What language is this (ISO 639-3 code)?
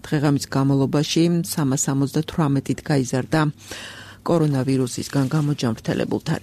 kat